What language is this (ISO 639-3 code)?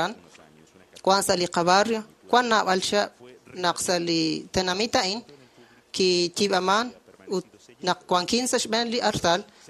kek